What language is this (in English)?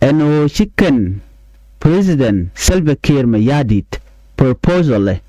Nuer